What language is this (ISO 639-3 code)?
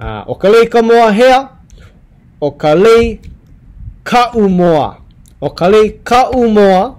haw